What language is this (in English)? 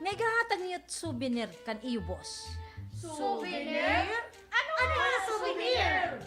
Waray